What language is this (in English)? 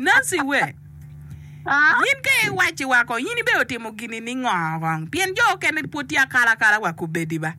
Acoli